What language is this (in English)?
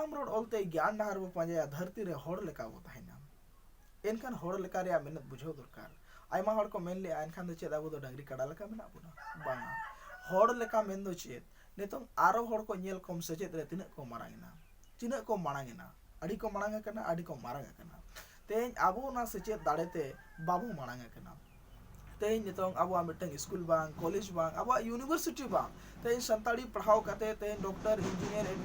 Santali